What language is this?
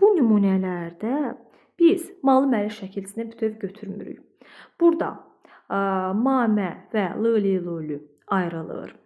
Azerbaijani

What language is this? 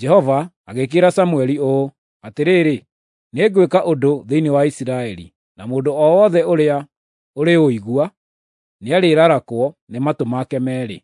Kikuyu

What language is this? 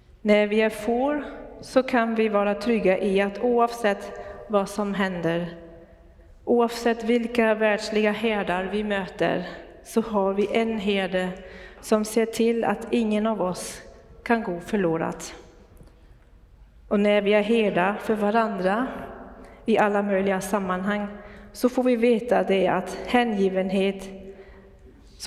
Swedish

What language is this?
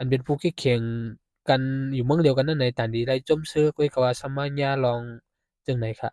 Shan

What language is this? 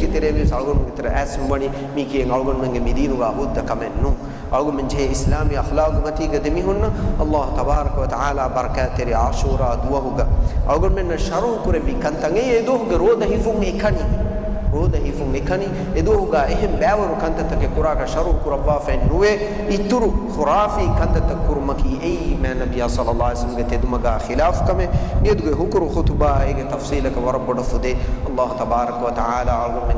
Divehi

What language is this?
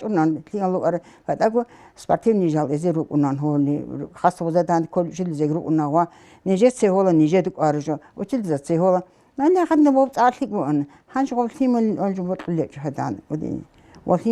Avaric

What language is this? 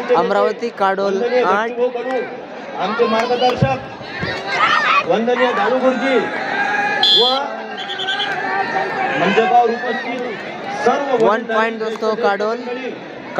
Marathi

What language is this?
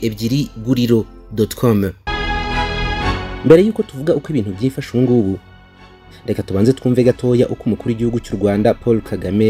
Kinyarwanda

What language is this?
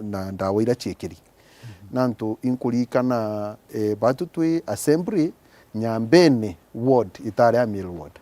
Meru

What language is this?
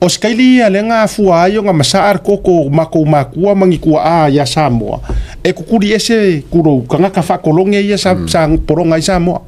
Samoan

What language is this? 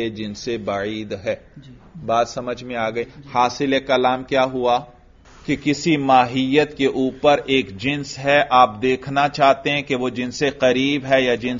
Urdu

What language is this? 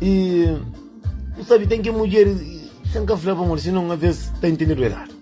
Kabuverdianu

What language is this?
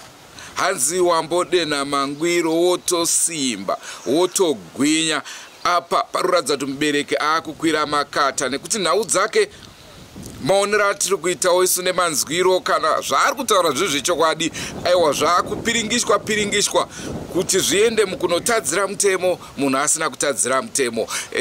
Shona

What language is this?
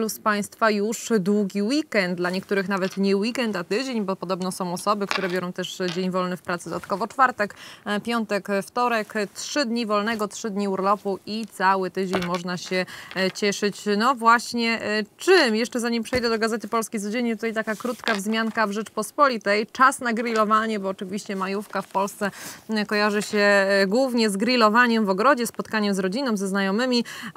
Polish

